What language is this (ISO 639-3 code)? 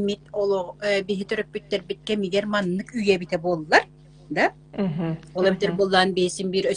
sah